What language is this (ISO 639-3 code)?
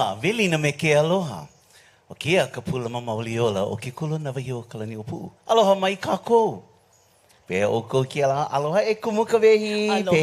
haw